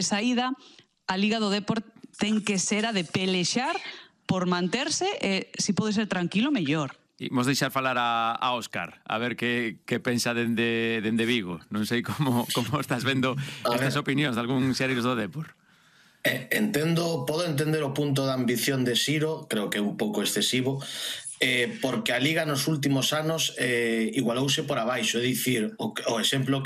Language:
Galician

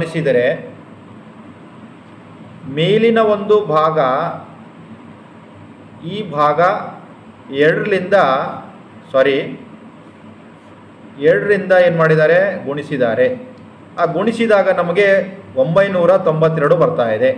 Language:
Kannada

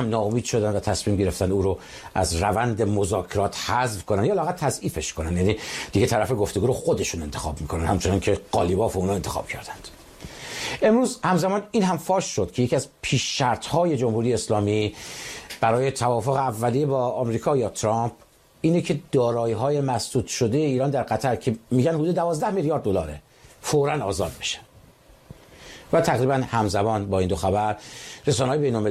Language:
Persian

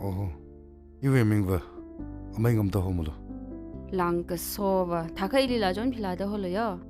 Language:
Tangkhul Naga (India)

